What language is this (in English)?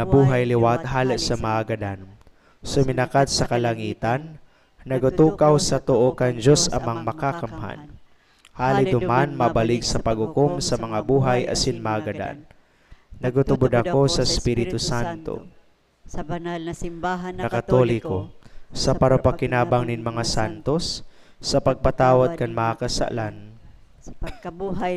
Bikol